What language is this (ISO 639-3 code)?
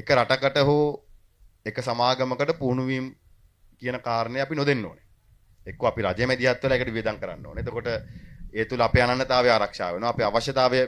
sin